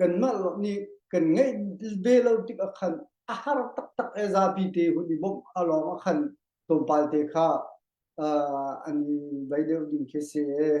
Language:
Hakha Chin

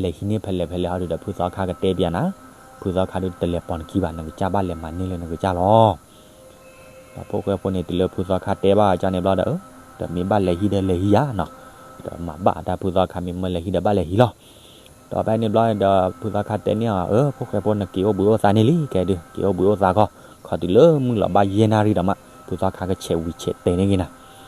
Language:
S'gaw Karen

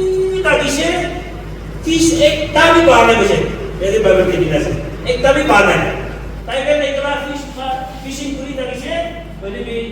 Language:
Naga Pidgin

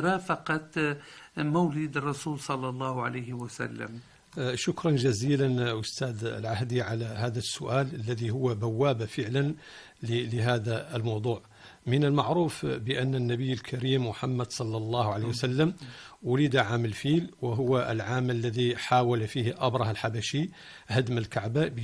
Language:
Arabic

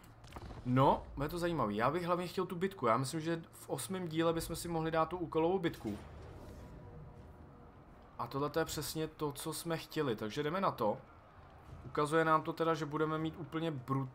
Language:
Czech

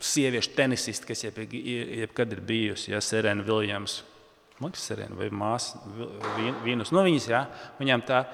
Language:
Latvian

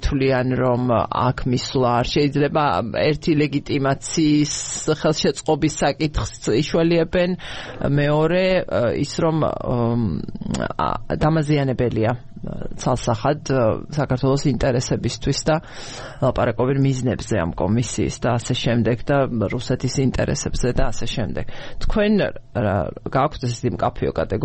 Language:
Georgian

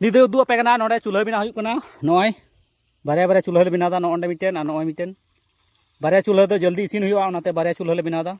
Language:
Santali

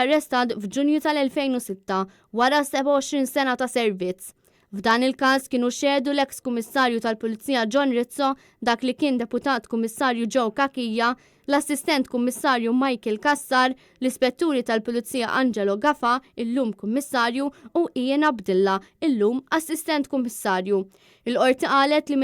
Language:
Maltese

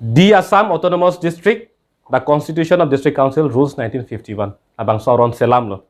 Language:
Karbi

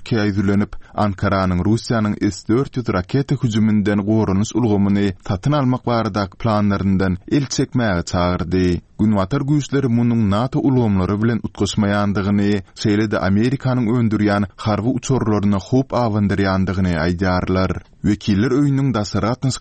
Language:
Turkmen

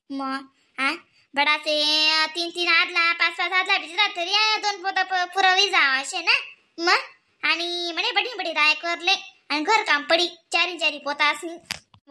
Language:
Khandesi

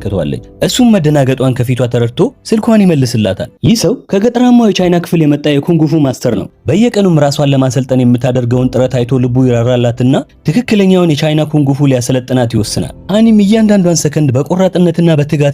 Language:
Amharic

